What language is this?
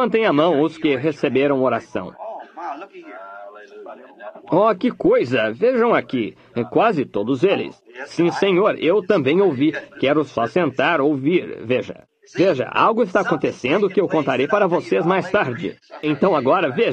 Portuguese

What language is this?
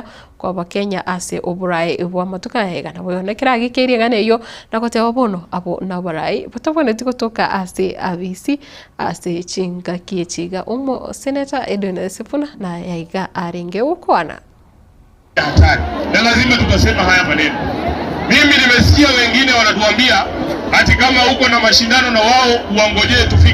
Gusii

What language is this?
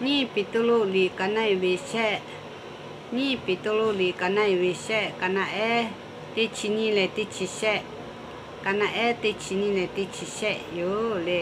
Lahu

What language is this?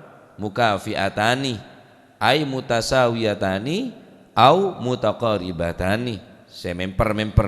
Madurese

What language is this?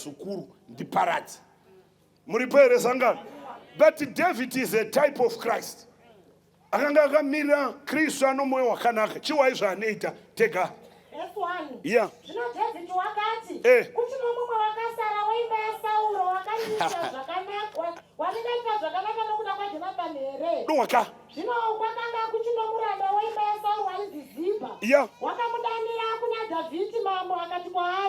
Shona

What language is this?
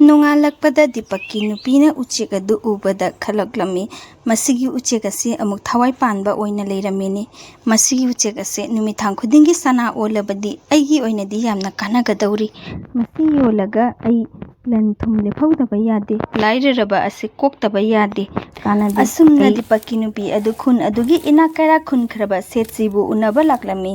Manipuri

